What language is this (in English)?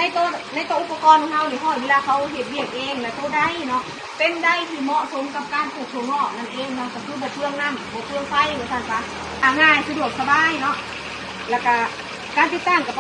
Northeastern Thai